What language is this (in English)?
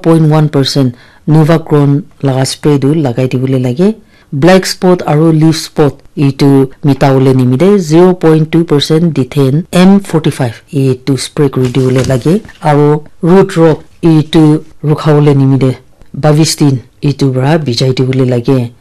Naga Pidgin